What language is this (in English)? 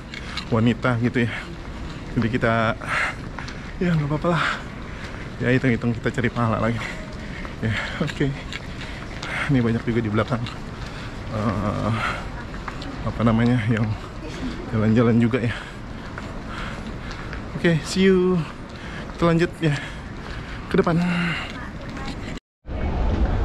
Indonesian